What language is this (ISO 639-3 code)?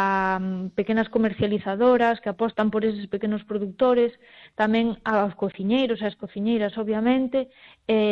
glg